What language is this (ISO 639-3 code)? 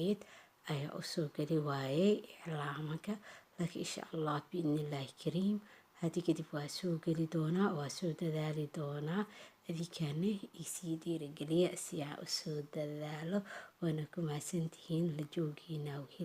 som